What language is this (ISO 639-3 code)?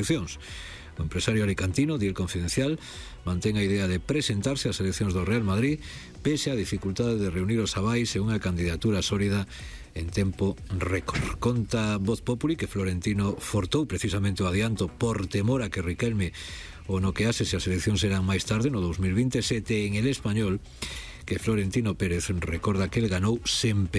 glg